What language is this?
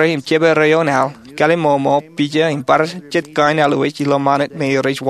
Marshallese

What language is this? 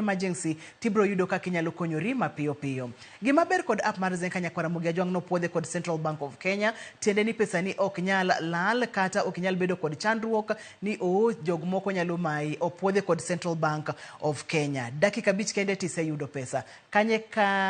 Luo (Kenya and Tanzania)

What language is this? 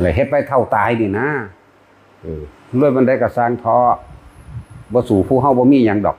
Northeastern Thai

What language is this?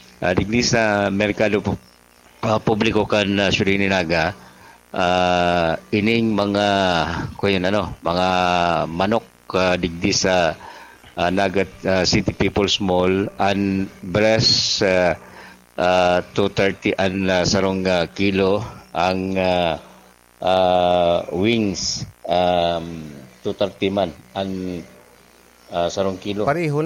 Bikol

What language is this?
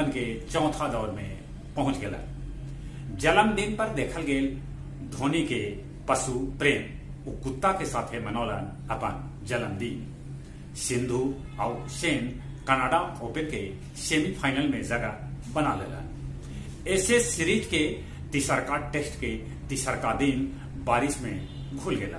Magahi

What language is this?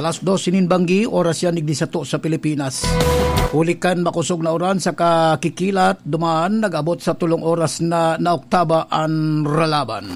Bikol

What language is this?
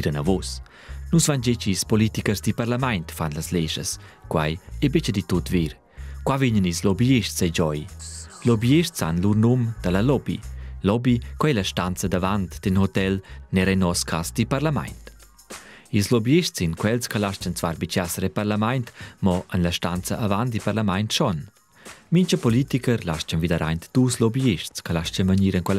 Romansh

